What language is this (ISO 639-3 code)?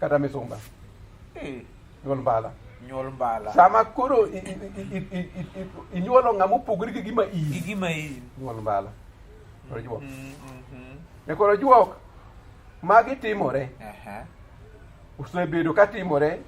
luo